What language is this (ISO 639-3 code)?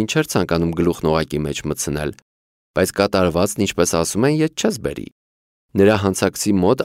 hye